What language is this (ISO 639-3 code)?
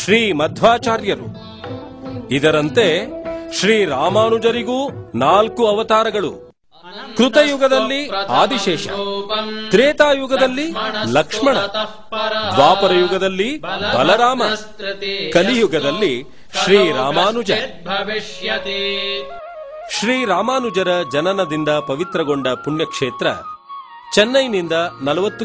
kan